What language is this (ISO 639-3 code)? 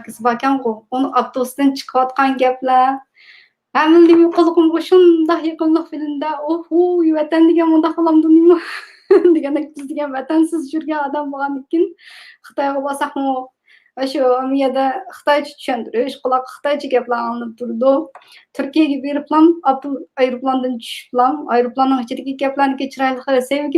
uig